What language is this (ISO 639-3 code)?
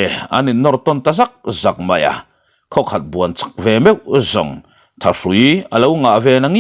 lus